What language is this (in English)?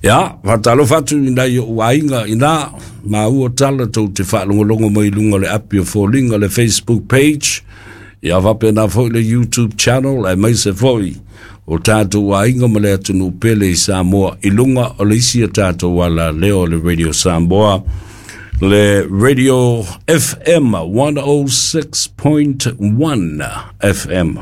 Samoan